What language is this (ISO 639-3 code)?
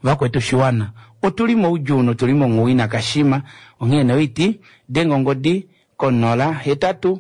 kua